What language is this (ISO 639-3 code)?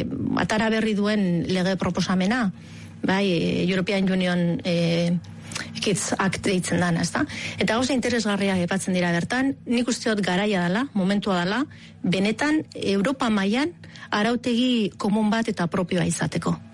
eus